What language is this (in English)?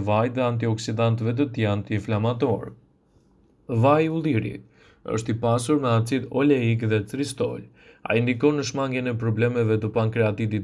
Albanian